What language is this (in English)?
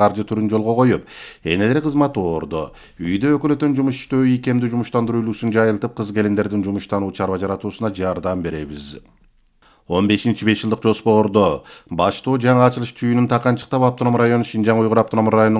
Kyrgyz